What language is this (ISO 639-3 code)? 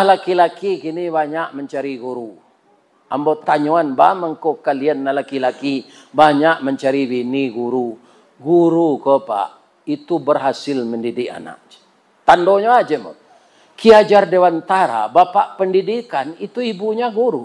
min